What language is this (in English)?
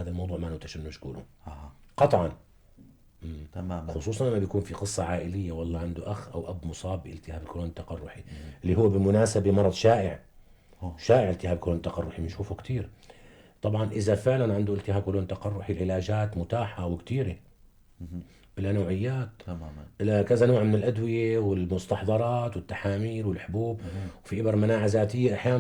North Levantine Arabic